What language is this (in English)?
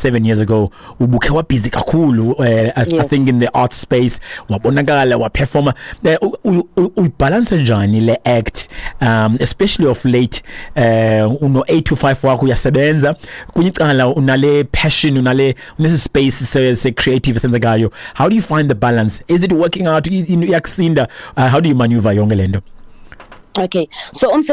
Xhosa